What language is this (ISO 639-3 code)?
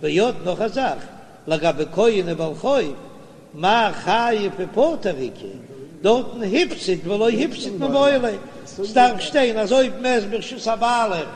yid